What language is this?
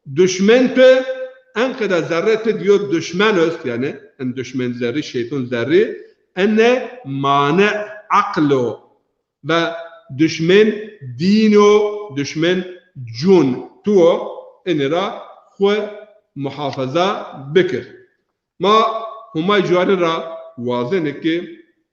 Zaza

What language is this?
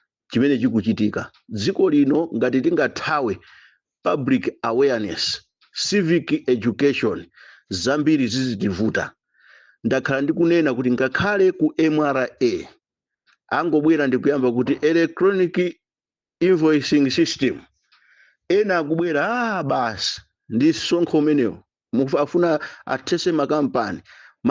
Nyanja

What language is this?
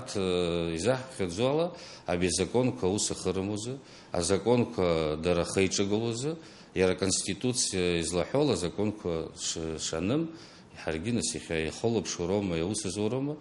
Abkhazian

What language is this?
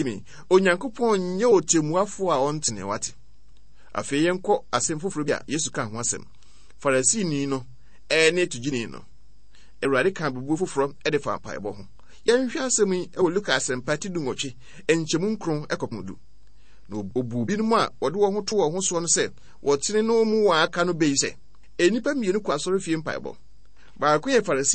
Akan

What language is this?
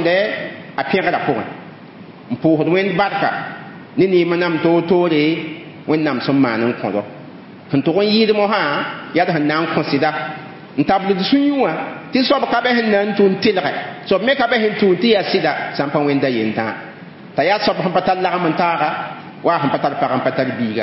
Mossi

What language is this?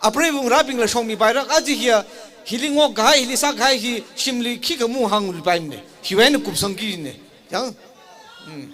Tangkhul Naga (India)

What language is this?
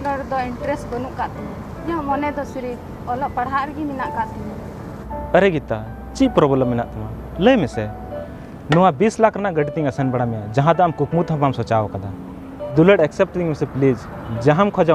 Santali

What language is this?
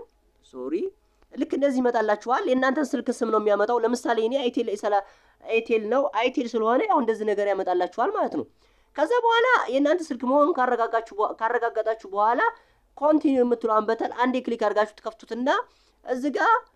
Amharic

